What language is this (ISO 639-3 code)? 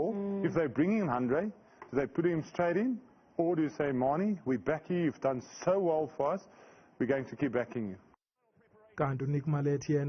zul